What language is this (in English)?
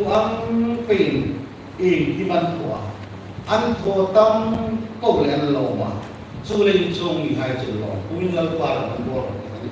Hmar